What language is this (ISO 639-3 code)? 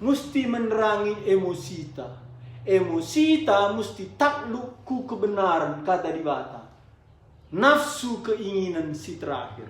btx